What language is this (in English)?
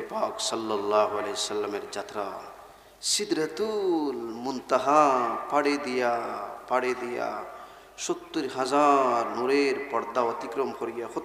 Sylheti